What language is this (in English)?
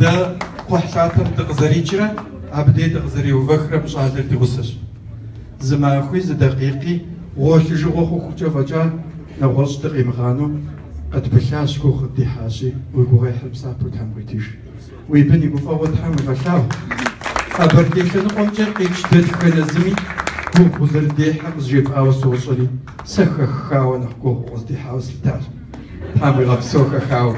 Kabardian